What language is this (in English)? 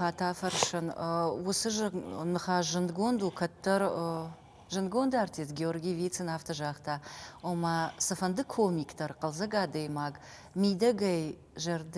Ossetic